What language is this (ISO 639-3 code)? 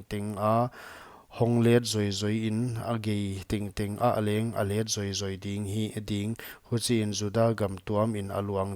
pck